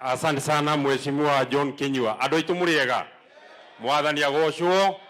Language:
Kikuyu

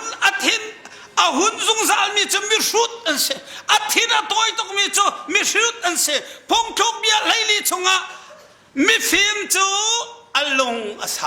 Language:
Hakha Chin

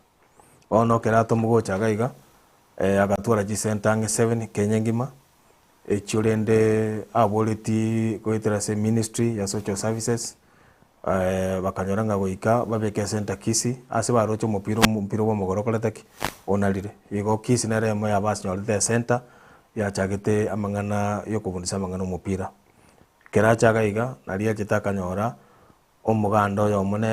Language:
Gusii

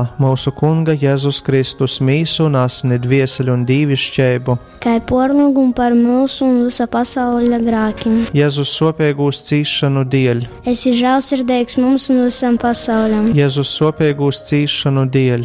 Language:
Latgalian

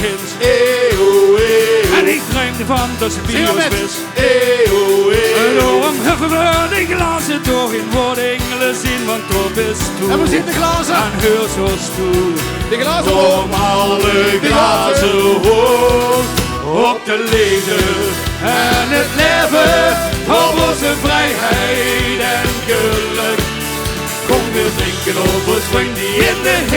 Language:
Limburgish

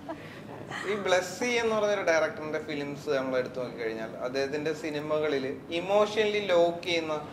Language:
Malayalam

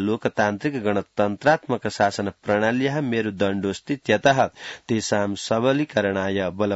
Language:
Sanskrit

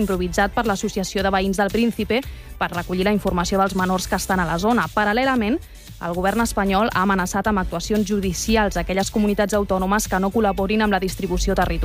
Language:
Catalan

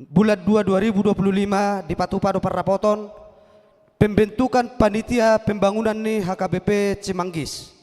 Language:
Batak Toba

